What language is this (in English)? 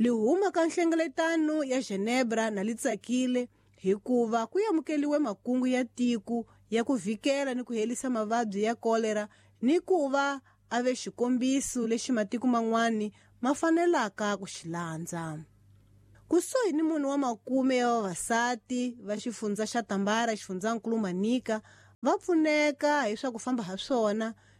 Tsonga